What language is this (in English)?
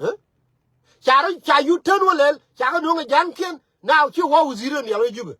Nuer